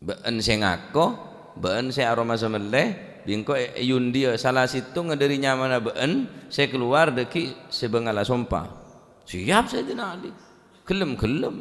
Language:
Madurese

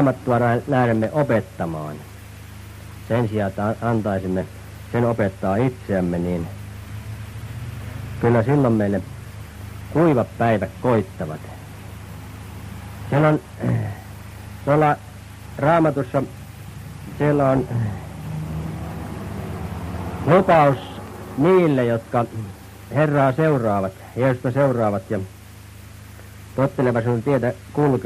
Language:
Finnish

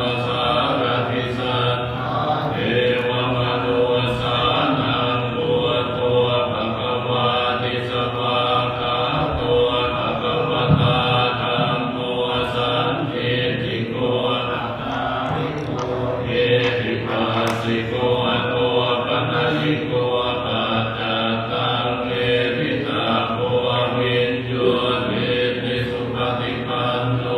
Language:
Pali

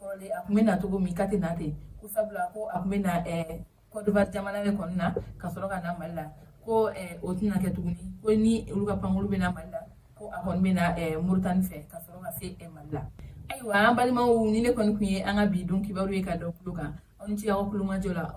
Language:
Bambara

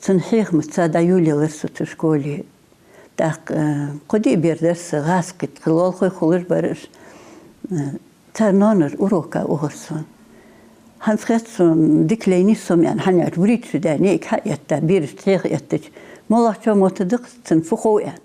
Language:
Ingush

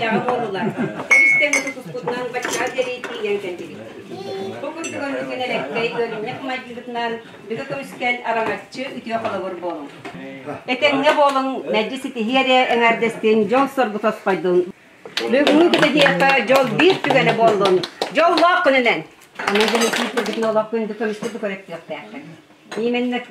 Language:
Yakut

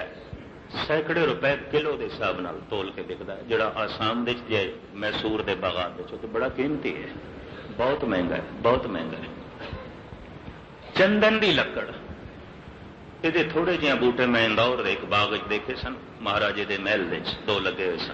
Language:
Punjabi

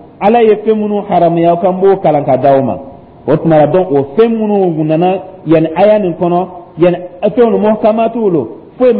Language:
Dyula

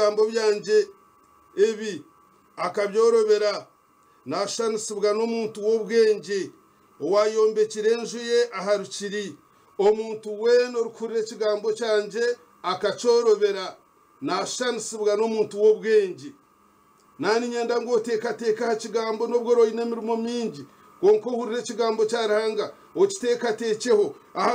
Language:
Nyankole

